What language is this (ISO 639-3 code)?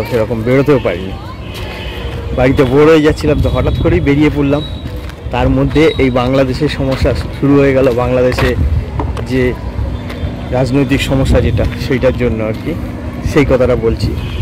ben